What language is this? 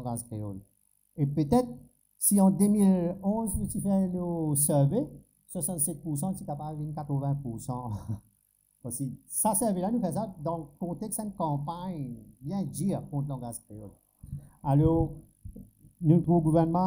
Morisyen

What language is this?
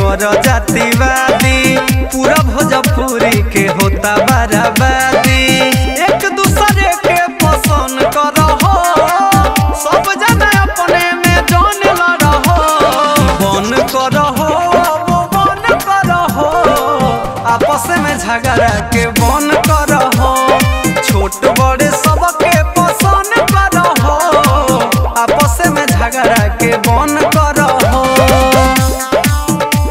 Bhojpuri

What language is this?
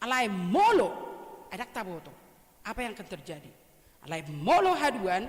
Batak Toba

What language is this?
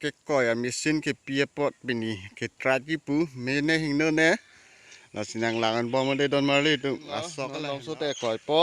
Karbi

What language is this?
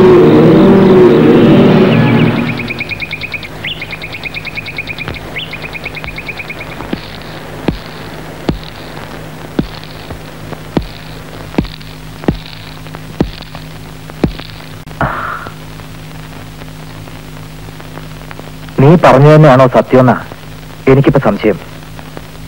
Malayalam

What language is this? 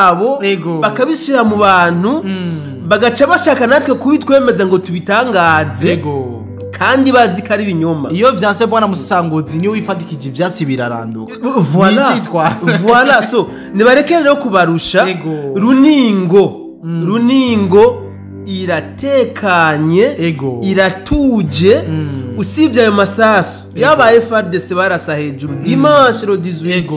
Rundi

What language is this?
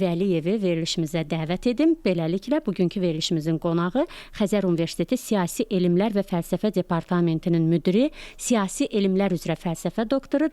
Azerbaijani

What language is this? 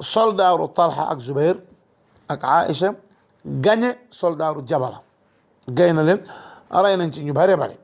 Wolof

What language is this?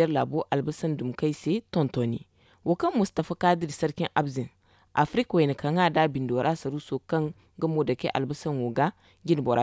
Zarma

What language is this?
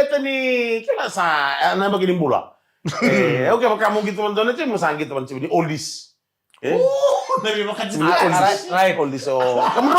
Fijian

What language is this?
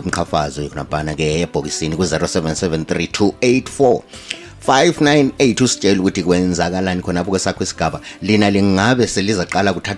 North Ndebele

